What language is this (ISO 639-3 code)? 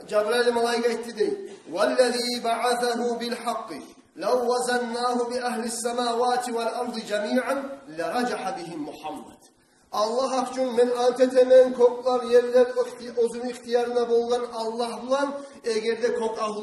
kum